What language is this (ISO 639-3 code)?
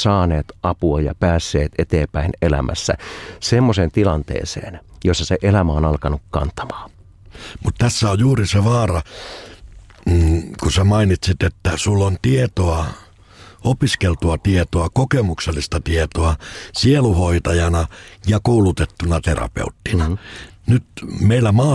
fin